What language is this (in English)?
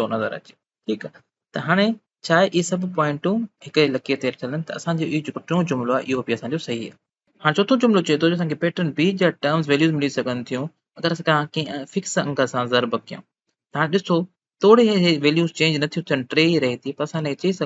Sindhi